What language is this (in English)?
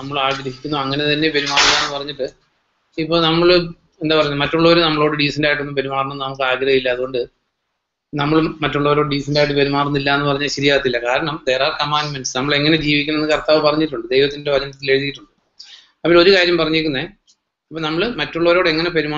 Malayalam